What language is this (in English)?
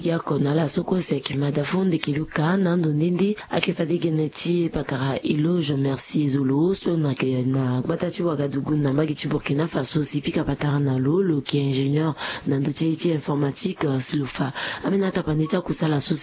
Sango